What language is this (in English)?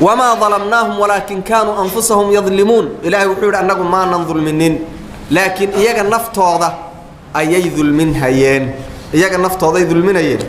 Somali